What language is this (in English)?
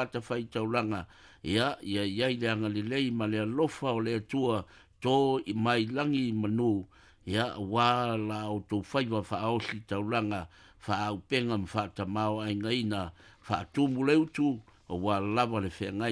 Samoan